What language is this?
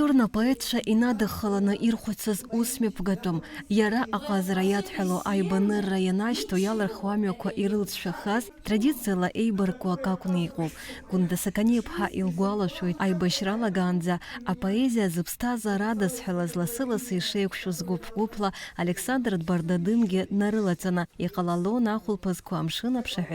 Abkhazian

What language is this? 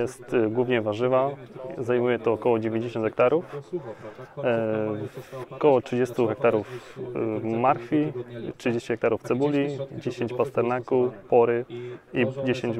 Polish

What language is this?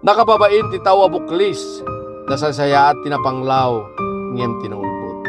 Iloko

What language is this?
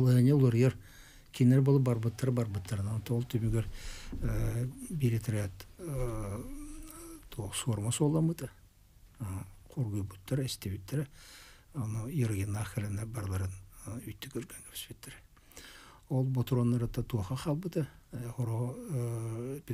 Yakut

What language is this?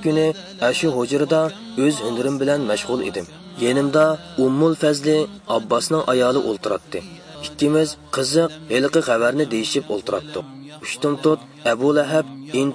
Uyghur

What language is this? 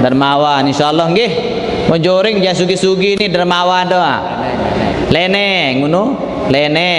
Sasak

